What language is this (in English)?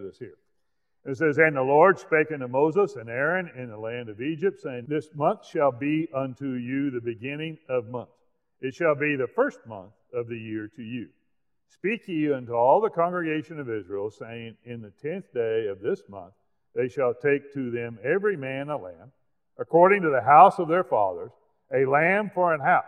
English